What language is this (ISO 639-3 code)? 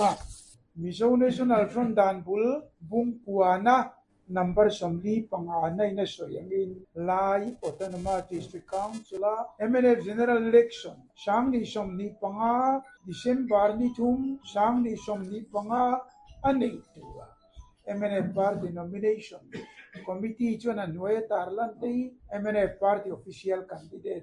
lus